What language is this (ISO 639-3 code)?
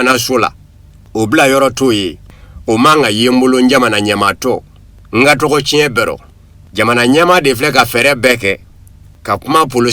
bam